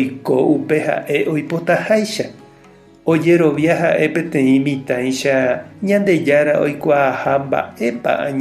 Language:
Guarani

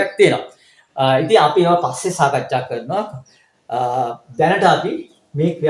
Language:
Sinhala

